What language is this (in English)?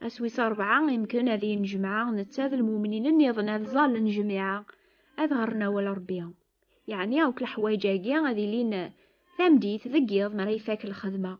Kabyle